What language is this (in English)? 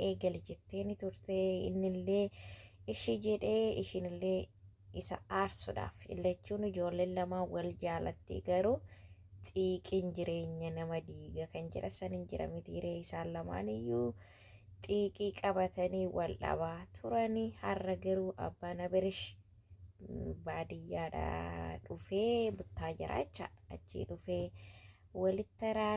Oromo